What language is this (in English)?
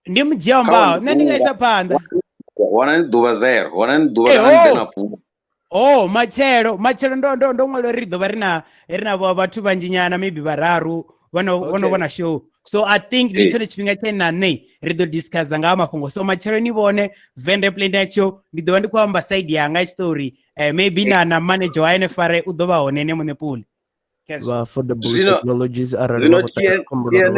Venda